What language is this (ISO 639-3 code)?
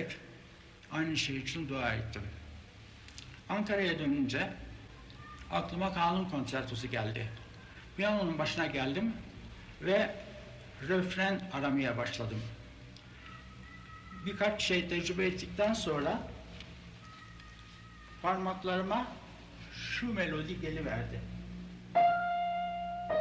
tur